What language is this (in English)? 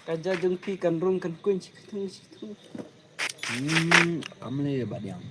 Khasi